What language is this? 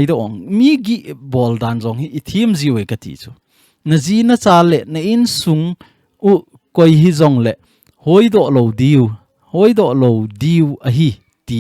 Thado Chin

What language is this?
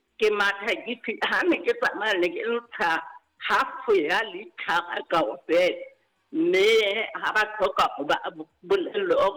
Southern Sotho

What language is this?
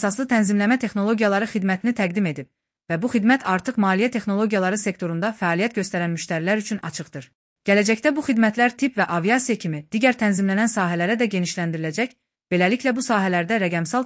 Azerbaijani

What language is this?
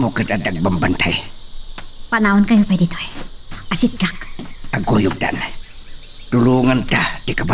Iloko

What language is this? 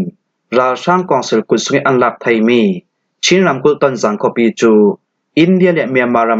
Falam Chin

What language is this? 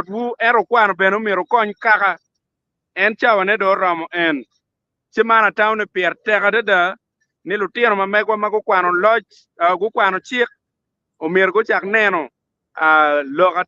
Acoli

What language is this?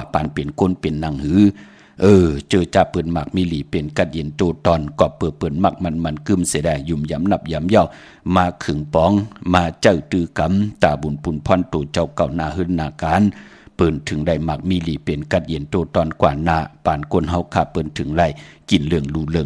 Shan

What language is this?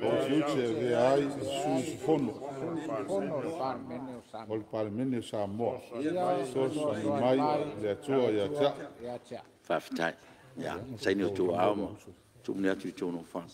Samoan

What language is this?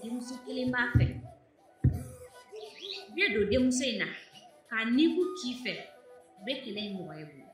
Bambara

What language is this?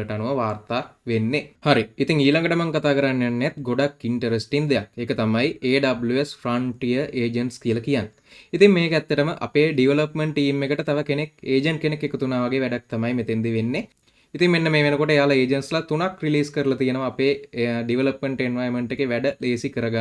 Sinhala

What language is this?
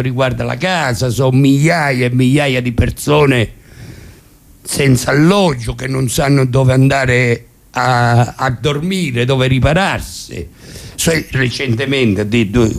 Italian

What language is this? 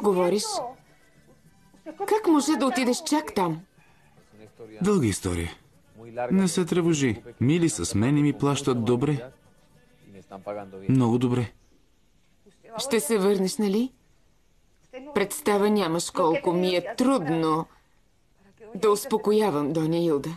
Bulgarian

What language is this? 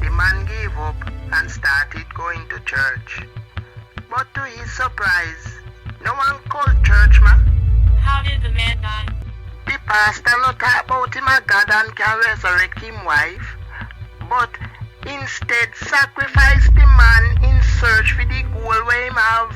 Jamaican Creole English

